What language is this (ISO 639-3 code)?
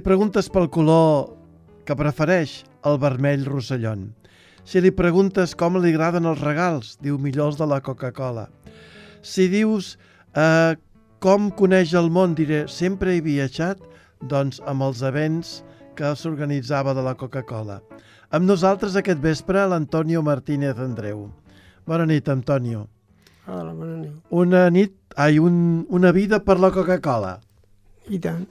cat